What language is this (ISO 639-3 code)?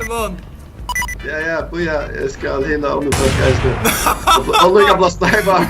fao